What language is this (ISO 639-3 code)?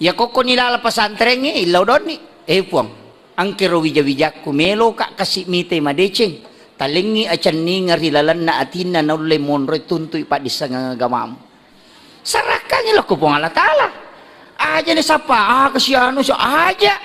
bug